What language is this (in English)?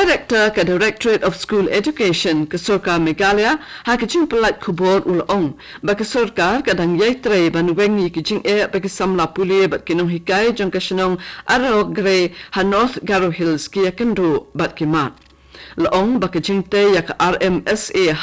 Khasi